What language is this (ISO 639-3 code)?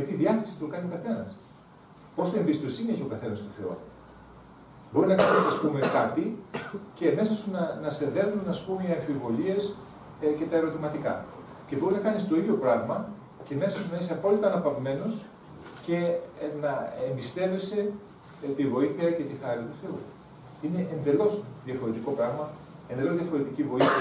ell